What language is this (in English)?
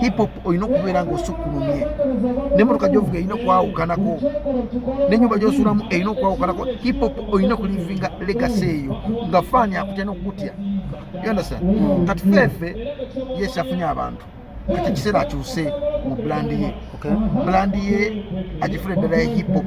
Ganda